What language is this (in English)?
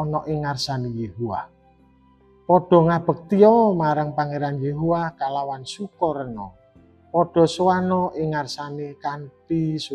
Javanese